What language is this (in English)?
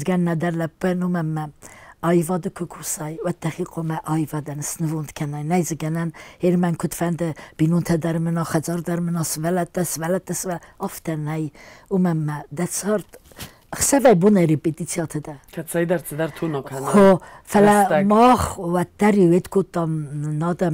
Ossetic